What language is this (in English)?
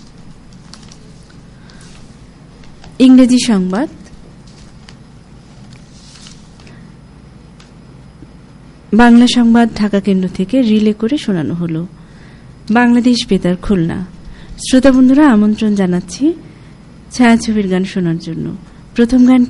Bangla